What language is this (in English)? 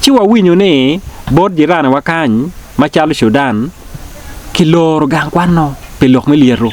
Acoli